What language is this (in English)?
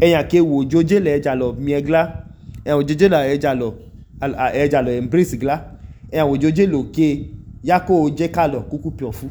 Idoma